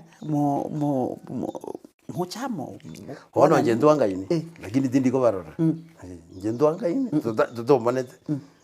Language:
Gusii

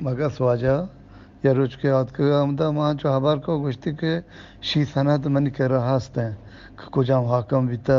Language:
Eastern Balochi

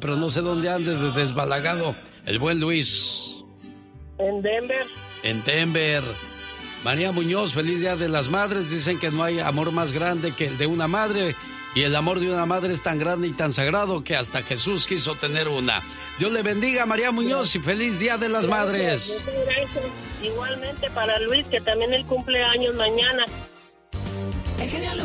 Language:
Spanish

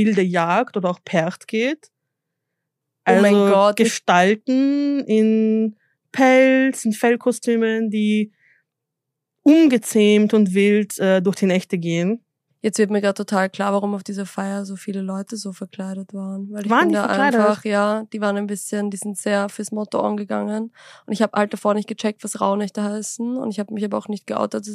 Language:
German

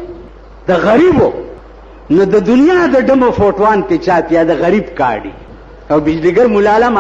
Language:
Pashto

